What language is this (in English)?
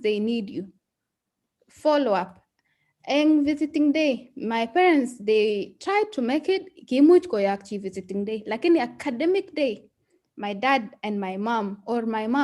Kalenjin